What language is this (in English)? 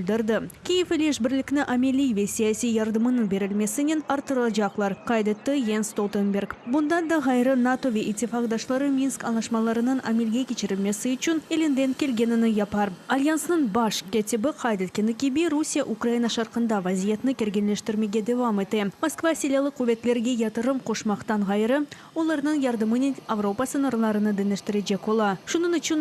Crimean Tatar